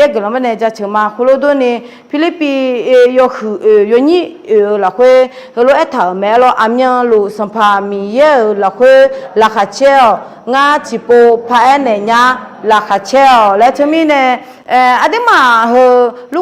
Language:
Akha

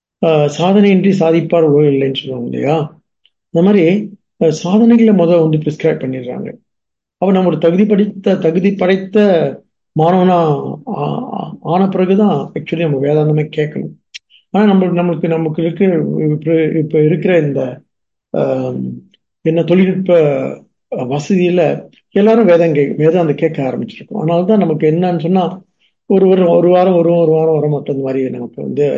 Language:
Tamil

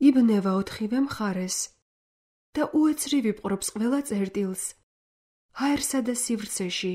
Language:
Georgian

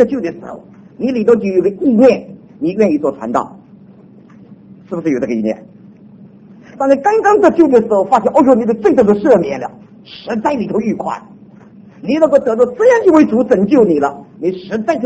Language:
Chinese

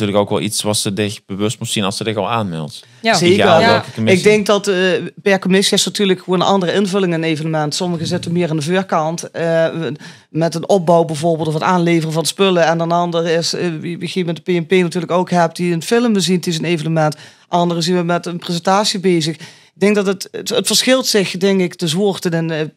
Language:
Limburgish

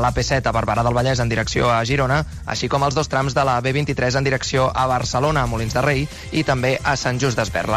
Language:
Catalan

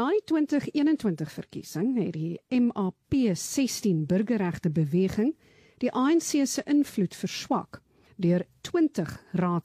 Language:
Afrikaans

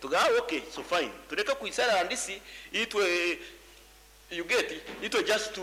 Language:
Nyankole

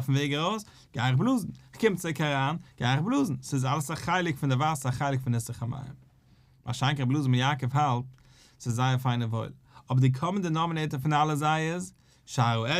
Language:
Yiddish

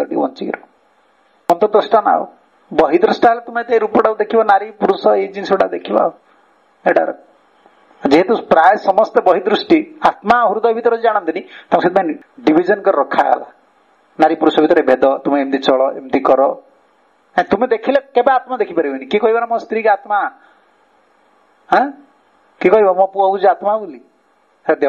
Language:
Odia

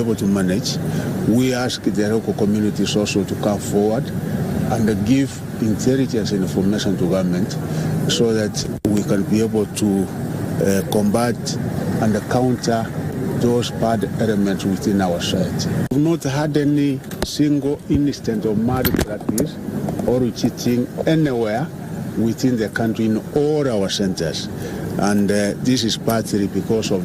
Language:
Gusii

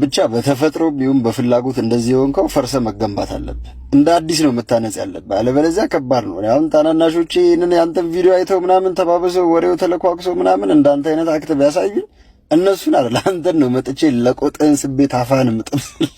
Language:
Amharic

